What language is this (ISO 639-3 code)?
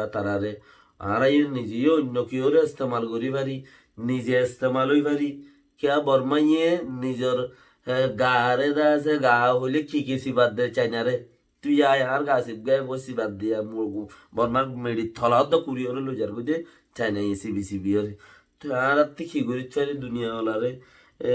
rhg